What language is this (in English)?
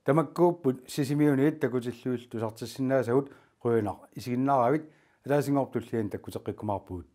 Kalaallisut